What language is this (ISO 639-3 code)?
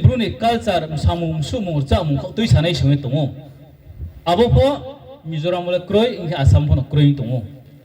ria